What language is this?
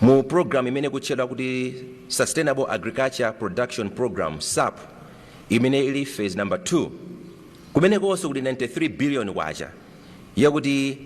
Nyanja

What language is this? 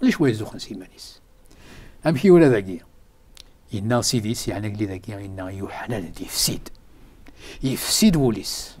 Kabyle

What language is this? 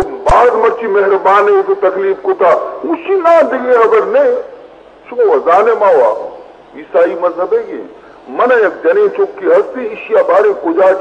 Baluchi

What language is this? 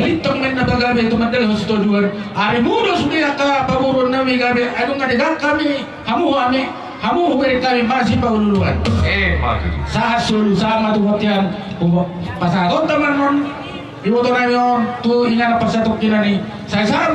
Batak Toba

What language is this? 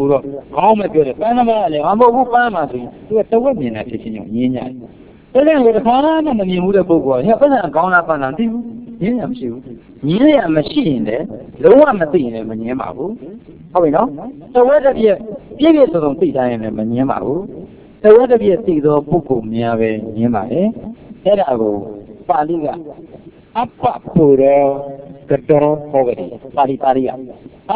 Burmese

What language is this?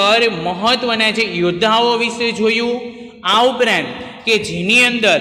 Gujarati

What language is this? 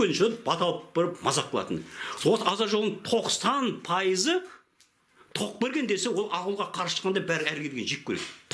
Kazakh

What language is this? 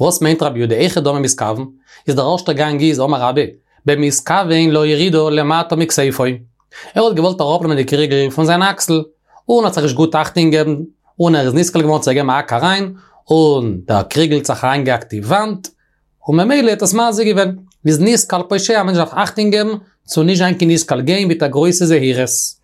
Yiddish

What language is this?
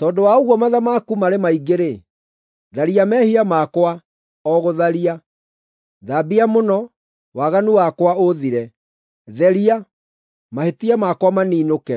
Kikuyu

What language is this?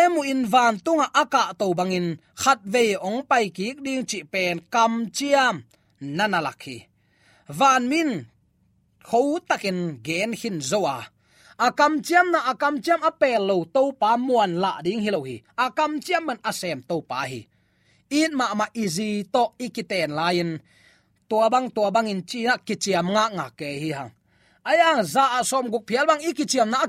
Tedim Chin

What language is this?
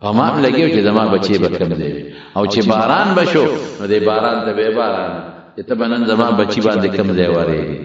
Pashto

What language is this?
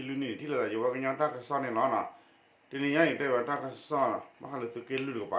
S'gaw Karen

